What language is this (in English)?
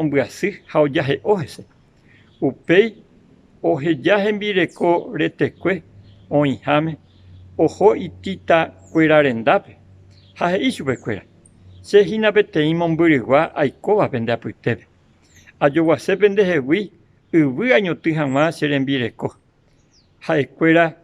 Guarani